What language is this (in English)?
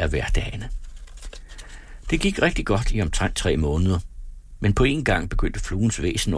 Danish